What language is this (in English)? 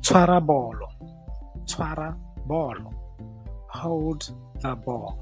Tswana